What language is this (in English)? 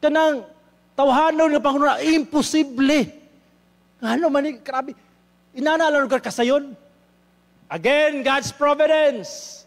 Cebuano